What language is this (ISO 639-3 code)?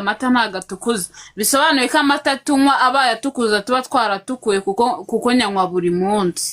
kin